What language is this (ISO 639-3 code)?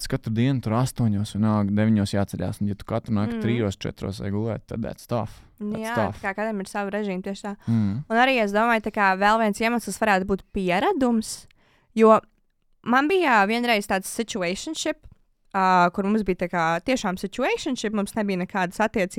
lav